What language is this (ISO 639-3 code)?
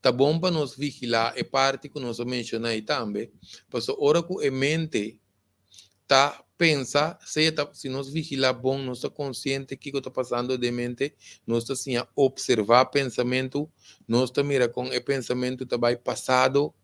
pap